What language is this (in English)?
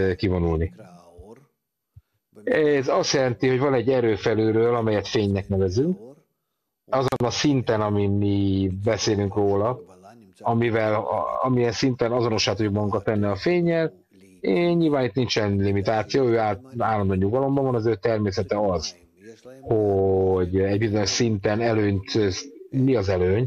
Hungarian